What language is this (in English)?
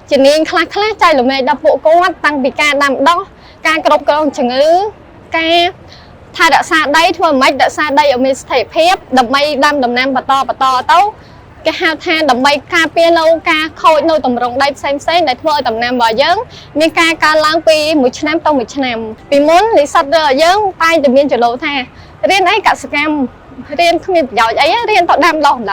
Khmer